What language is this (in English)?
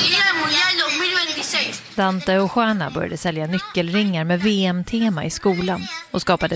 Swedish